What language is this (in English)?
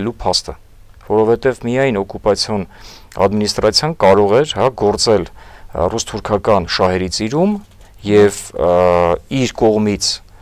Armenian